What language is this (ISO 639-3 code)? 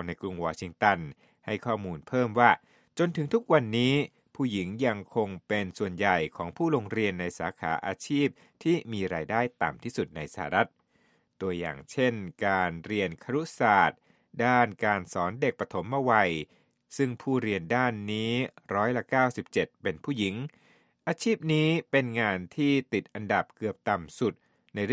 tha